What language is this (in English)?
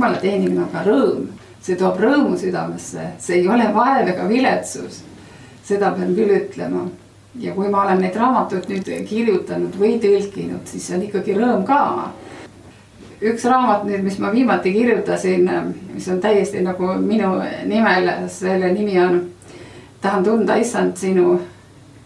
Estonian